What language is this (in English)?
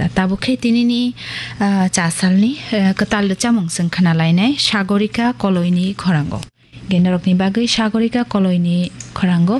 Kok Borok